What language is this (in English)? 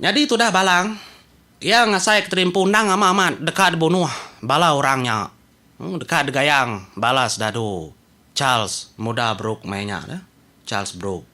Iban